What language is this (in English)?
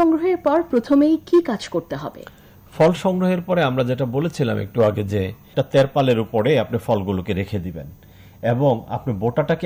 Bangla